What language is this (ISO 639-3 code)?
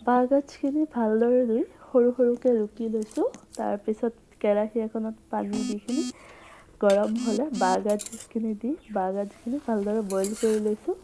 asm